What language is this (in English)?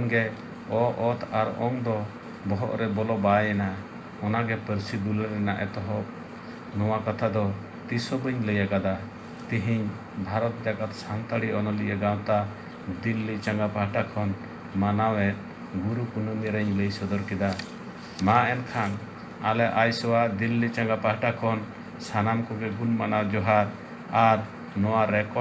Santali